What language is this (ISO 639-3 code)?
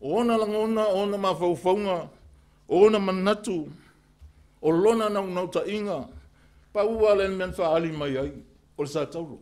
smo